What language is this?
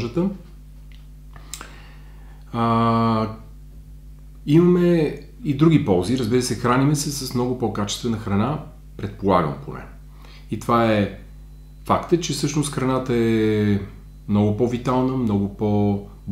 Bulgarian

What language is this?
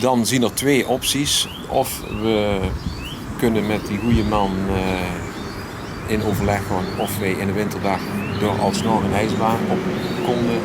Limburgish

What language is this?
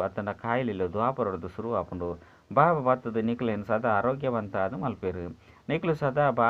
Tulu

